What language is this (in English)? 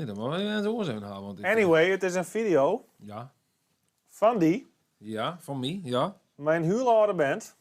Western Frisian